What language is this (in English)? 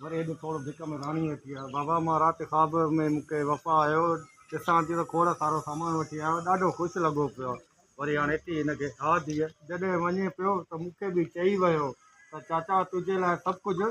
Sindhi